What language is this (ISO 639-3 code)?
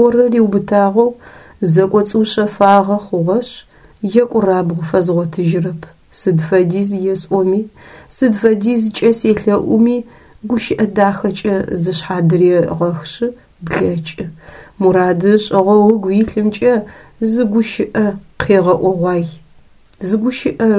ady